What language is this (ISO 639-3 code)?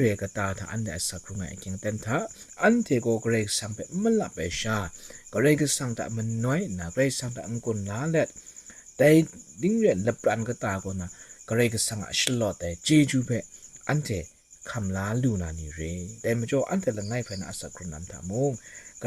kac